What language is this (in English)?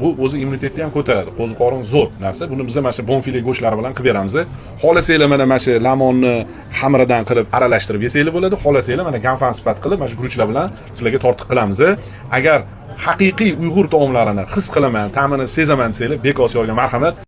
Uzbek